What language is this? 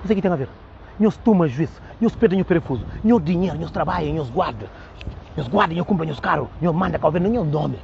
Kabuverdianu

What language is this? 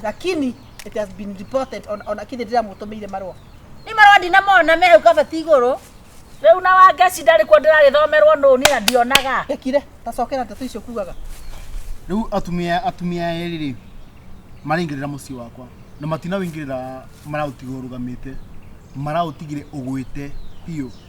Kikuyu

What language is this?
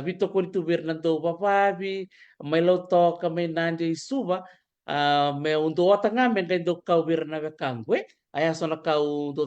Fijian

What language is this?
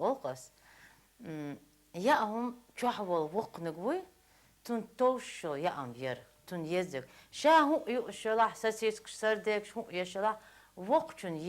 Chechen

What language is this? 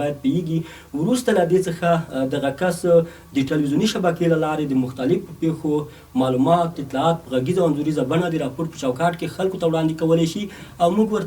Pashto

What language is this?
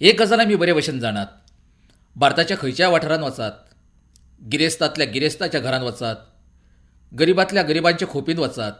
Konkani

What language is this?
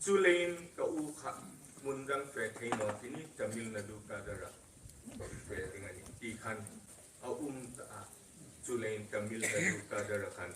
Hmar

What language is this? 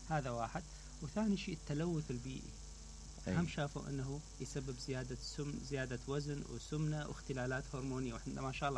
Mesopotamian Arabic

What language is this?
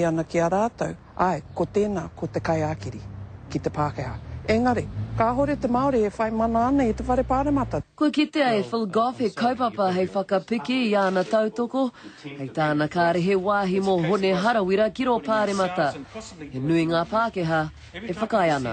Māori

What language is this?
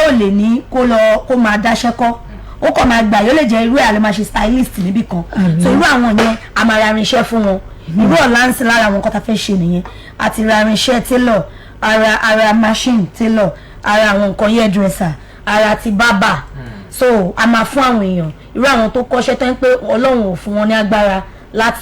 Yoruba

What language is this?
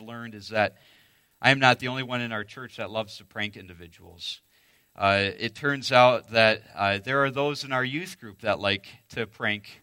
English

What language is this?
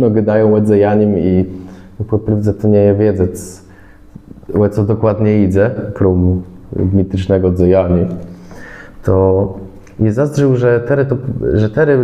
Kashubian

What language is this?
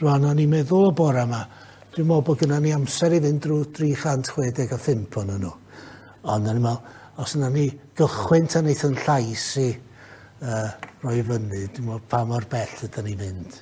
Welsh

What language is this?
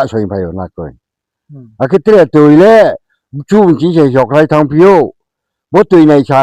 Riang (India)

